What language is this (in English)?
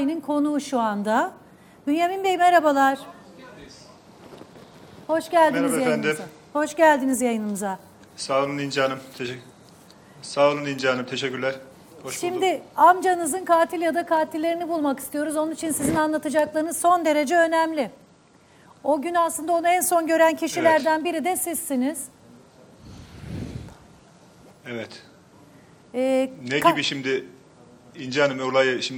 Turkish